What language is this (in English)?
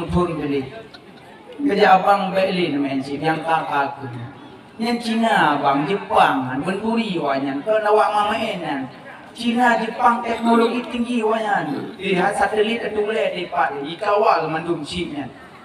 Achinese